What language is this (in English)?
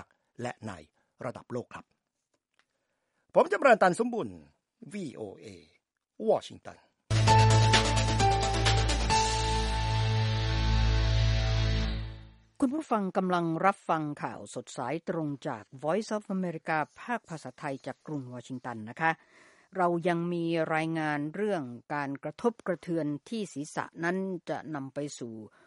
Thai